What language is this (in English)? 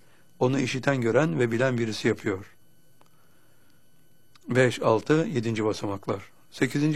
Turkish